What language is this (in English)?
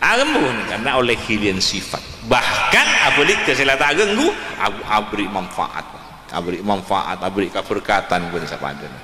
Madurese